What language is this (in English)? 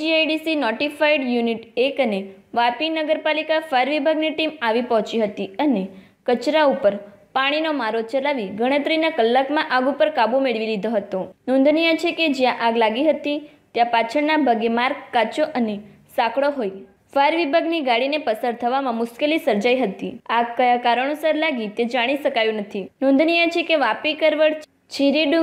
Gujarati